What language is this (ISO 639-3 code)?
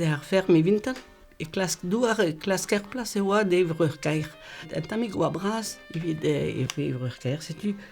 bre